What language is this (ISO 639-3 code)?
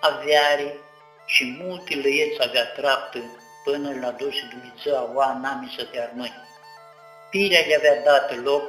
rup